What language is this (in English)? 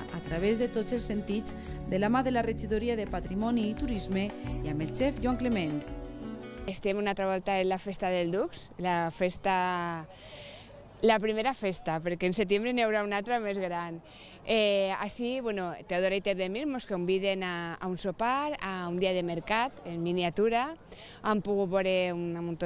Catalan